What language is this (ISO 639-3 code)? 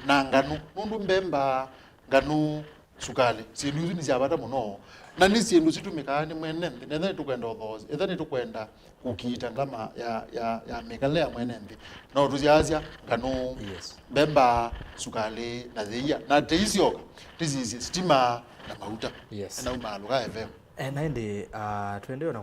kam